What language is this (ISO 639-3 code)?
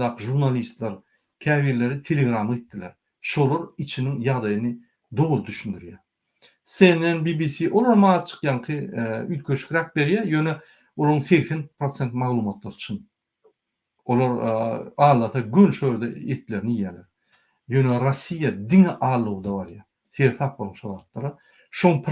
tuk